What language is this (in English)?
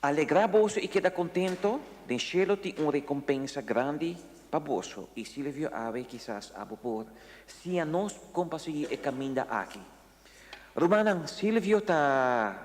Papiamento